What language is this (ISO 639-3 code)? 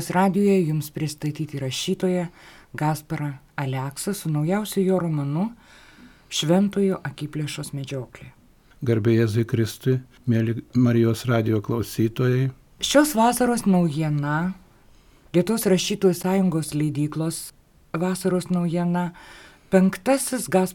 lit